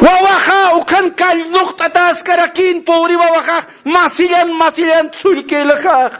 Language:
Aymara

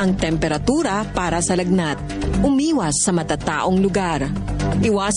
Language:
Filipino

